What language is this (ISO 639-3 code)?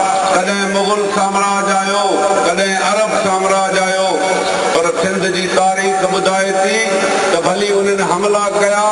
snd